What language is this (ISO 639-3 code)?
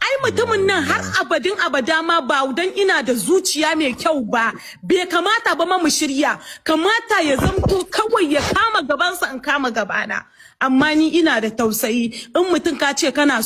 hau